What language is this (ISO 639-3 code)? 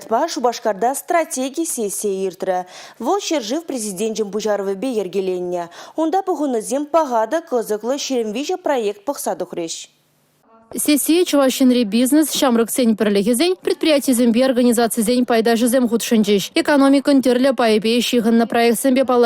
chv